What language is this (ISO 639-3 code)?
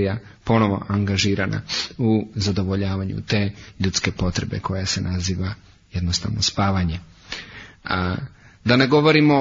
hrv